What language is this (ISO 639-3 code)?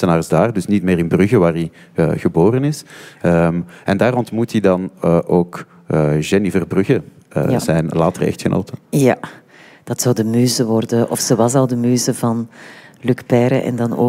nld